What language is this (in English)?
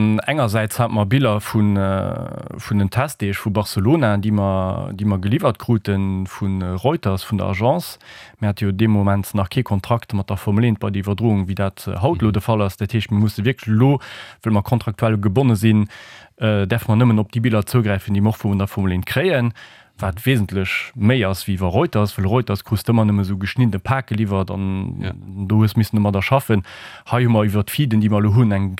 Luxembourgish